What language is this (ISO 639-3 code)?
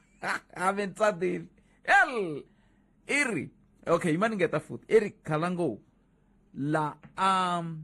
tso